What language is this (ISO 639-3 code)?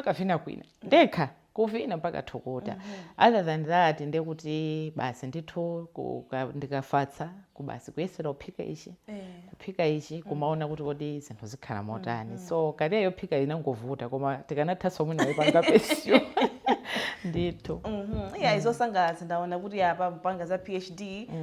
nya